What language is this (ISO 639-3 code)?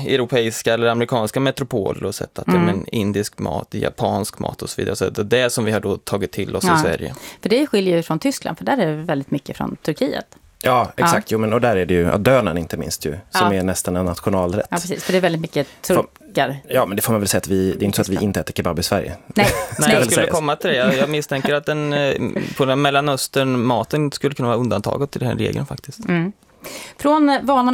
swe